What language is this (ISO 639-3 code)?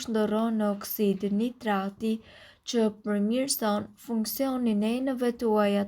sqi